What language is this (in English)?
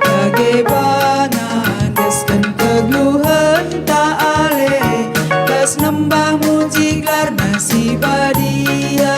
Batak Karo